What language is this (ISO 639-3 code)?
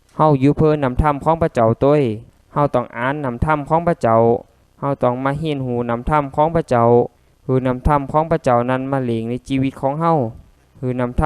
lao